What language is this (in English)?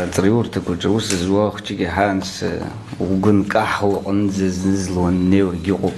Abkhazian